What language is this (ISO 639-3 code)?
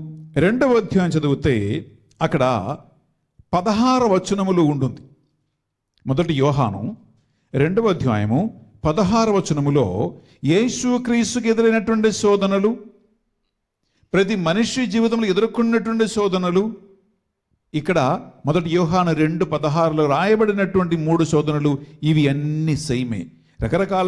tel